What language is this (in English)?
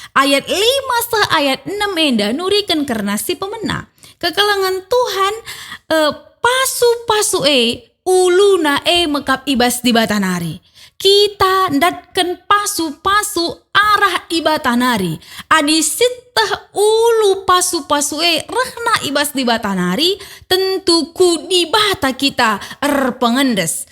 Batak Karo